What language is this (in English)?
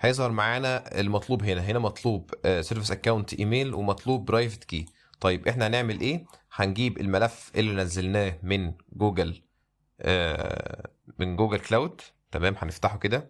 Egyptian Arabic